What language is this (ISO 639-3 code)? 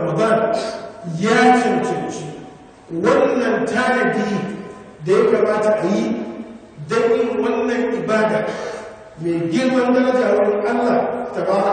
hau